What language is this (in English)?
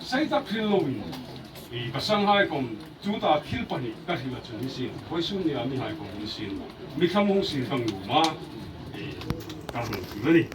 Hmar